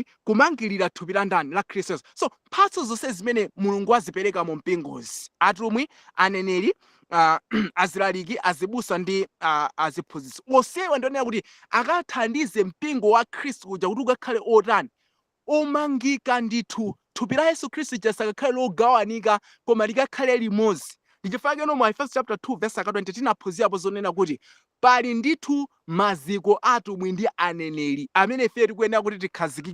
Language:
Nyanja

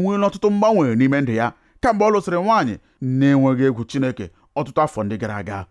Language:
Igbo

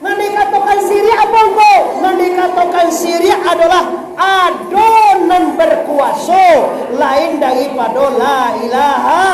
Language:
Minangkabau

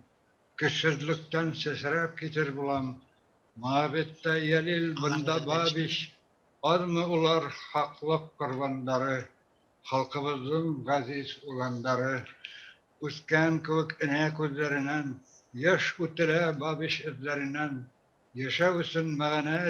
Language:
Bashkir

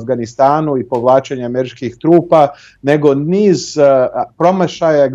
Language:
Serbian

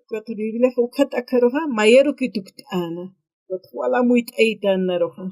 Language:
Aymara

